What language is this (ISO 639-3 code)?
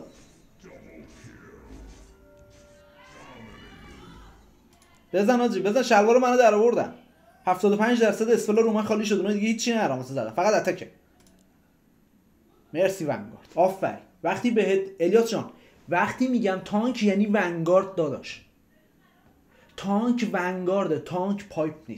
fas